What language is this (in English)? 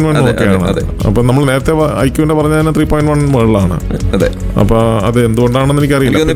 Malayalam